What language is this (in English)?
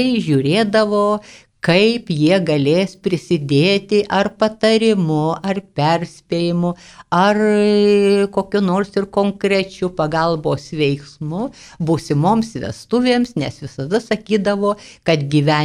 Lithuanian